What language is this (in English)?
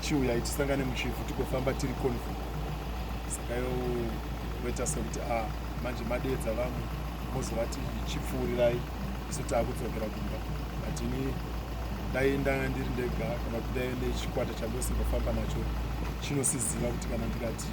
Shona